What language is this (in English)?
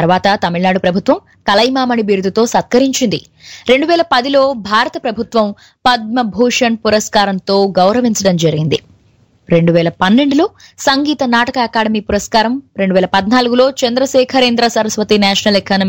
Telugu